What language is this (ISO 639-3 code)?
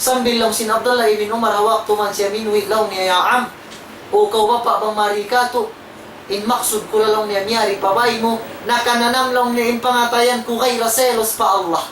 tsg